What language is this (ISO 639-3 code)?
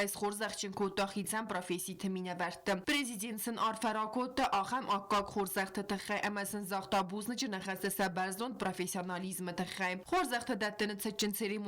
oss